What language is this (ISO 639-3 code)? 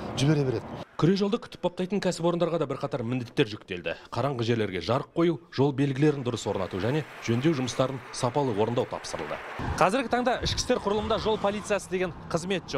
kaz